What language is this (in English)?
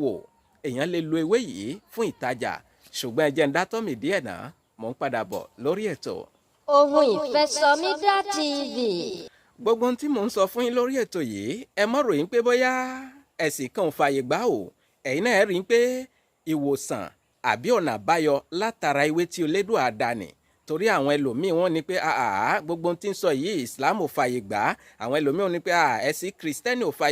Yoruba